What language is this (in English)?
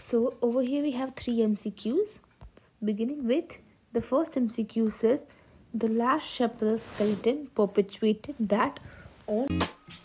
English